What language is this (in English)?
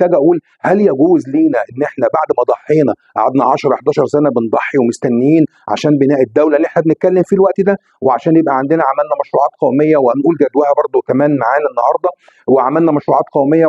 Egyptian Arabic